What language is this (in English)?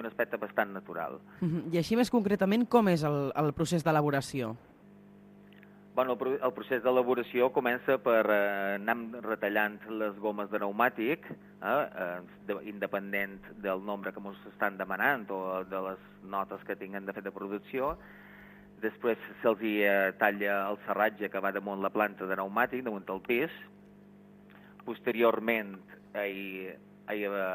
Catalan